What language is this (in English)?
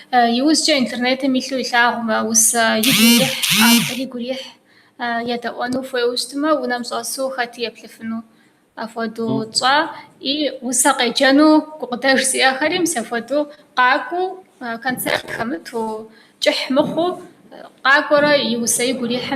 Kabardian